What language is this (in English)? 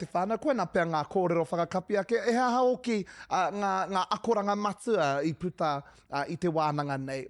Māori